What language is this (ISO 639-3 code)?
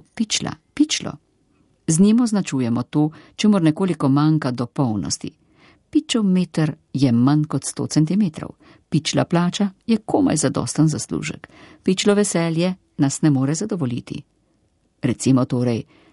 slv